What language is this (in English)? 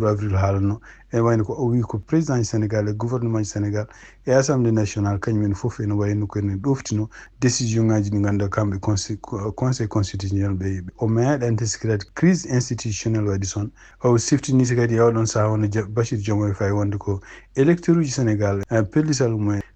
Fula